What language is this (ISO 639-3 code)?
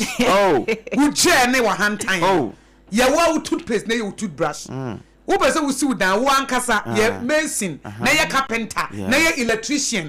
aka